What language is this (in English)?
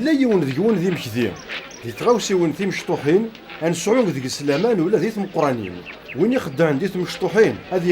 Kabyle